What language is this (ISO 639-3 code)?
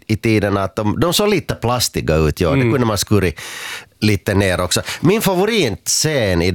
swe